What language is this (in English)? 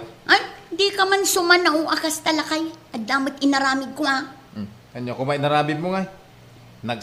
Iloko